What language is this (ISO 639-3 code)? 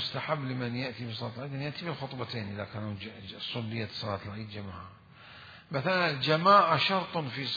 acm